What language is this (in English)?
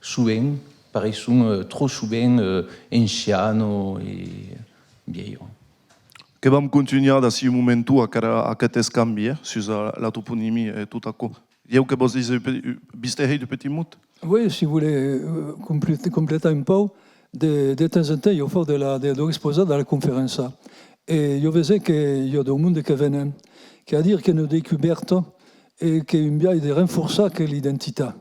Occitan